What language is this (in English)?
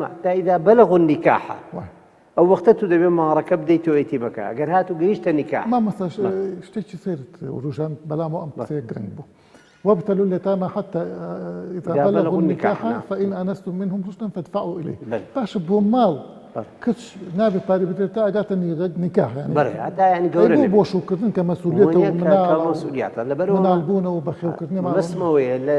Central Kurdish